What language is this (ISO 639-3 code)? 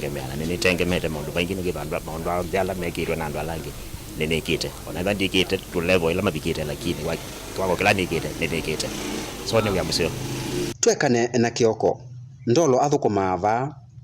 kam